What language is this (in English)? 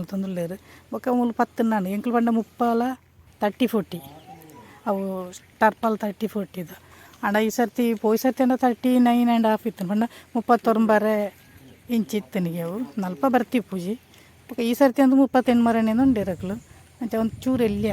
Tulu